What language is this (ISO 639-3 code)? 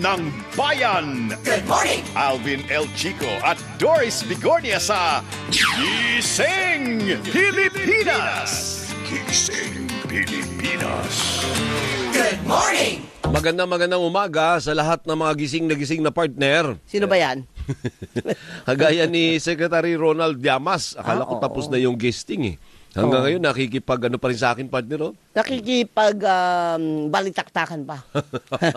fil